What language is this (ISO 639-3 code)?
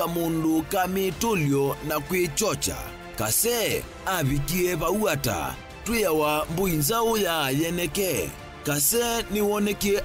kam